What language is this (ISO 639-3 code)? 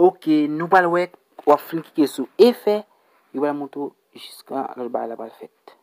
hat